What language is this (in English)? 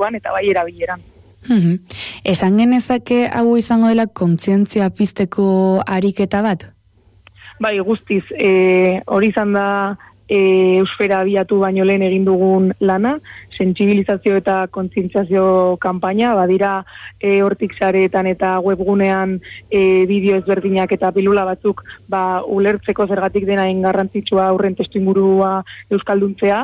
Basque